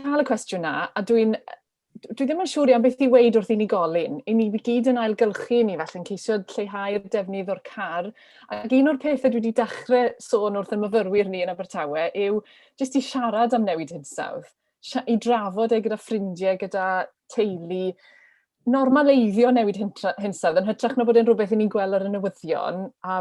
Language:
Welsh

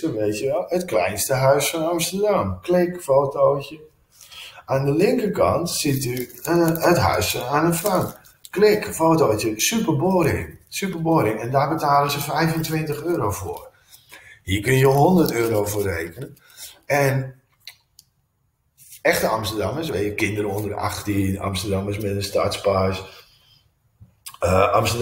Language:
Dutch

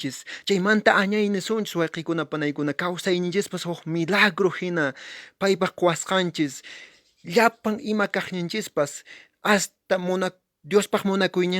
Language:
Quechua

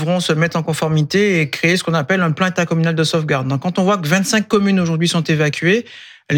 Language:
French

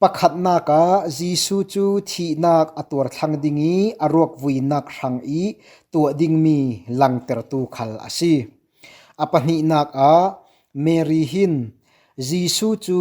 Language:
Falam Chin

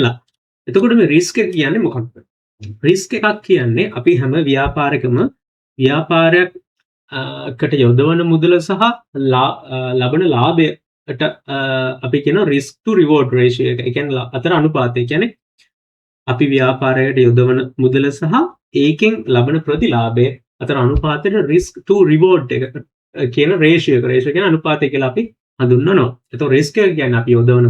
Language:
Sinhala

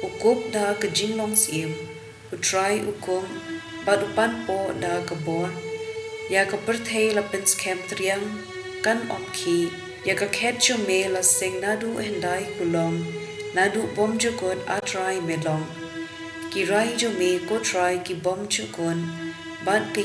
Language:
Khasi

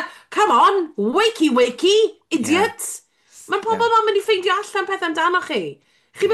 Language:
Welsh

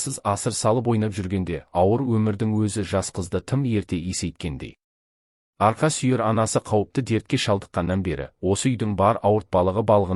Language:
Kazakh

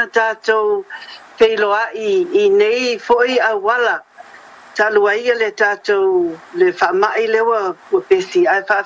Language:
Samoan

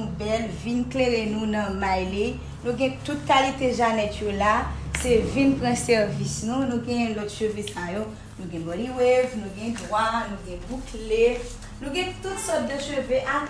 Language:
Haitian Creole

